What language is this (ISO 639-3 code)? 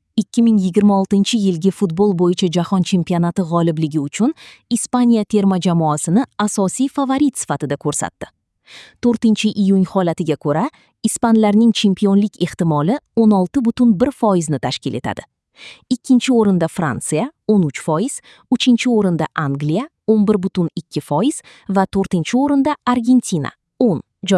uzb